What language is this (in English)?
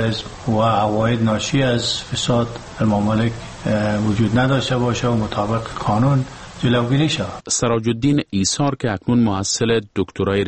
Persian